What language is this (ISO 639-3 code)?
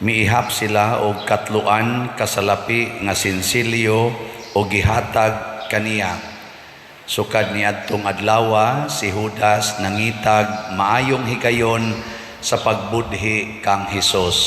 ceb